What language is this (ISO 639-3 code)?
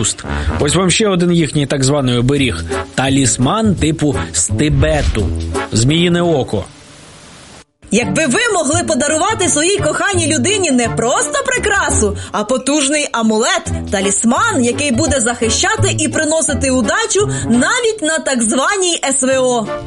ukr